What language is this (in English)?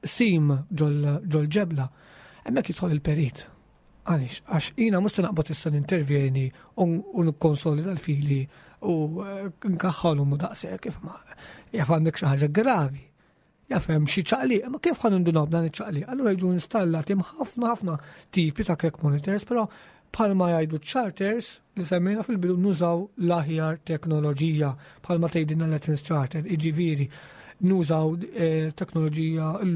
Maltese